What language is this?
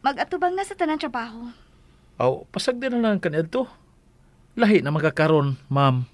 Cebuano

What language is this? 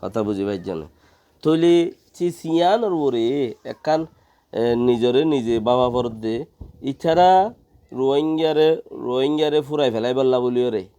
Rohingya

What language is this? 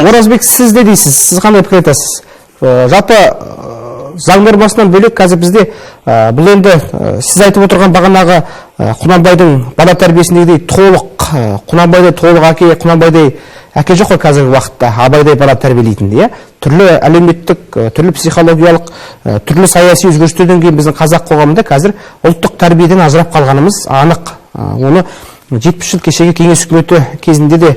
Kazakh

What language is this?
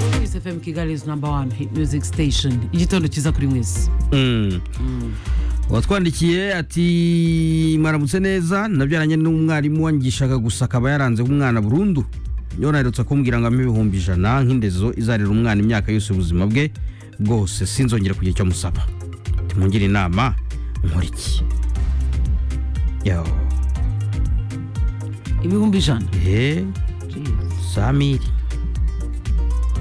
Kinyarwanda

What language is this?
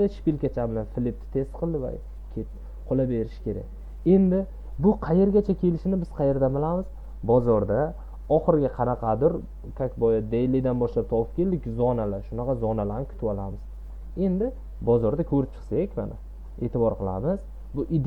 Uzbek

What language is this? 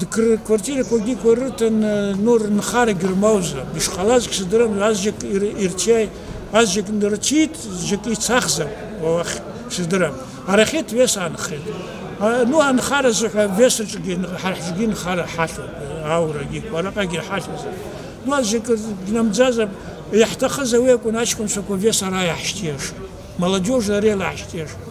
Abkhazian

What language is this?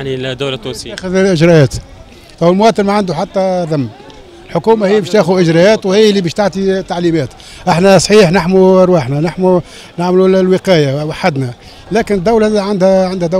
Tunisian Arabic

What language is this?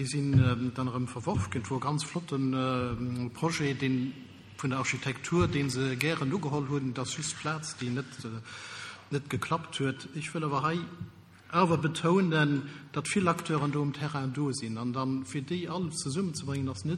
Luxembourgish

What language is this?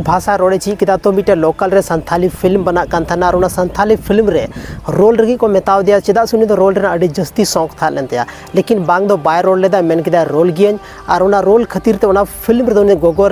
Santali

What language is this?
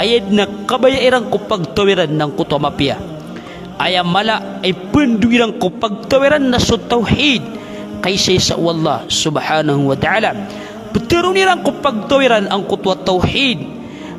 Maranao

